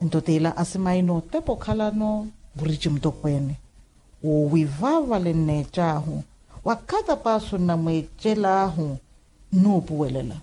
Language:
Makhuwa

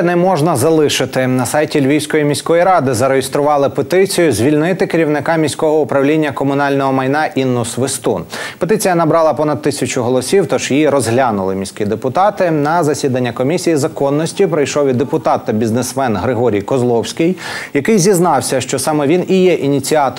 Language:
Ukrainian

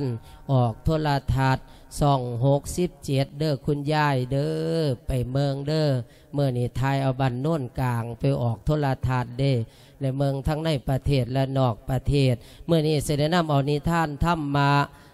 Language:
Lao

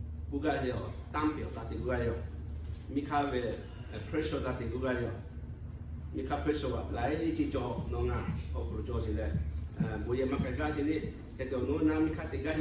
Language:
Lahu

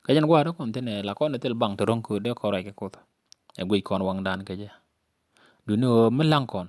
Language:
Nuer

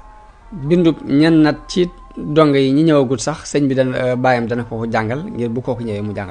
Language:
Wolof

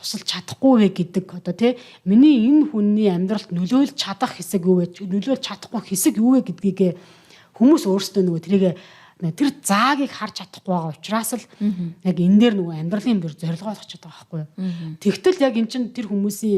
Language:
Mongolian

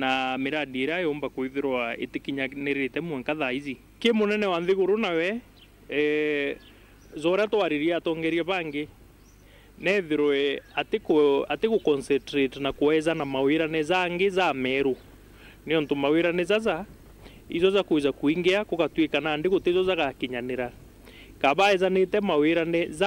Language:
Meru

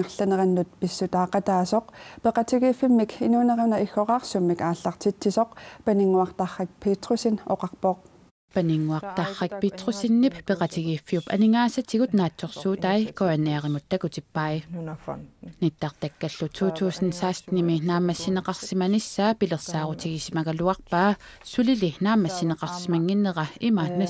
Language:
Kalaallisut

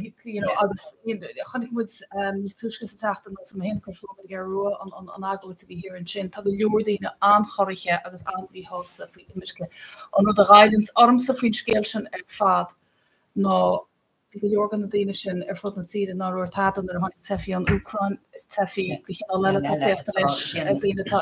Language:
Irish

